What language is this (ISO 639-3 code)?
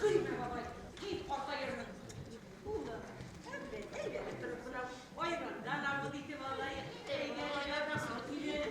bak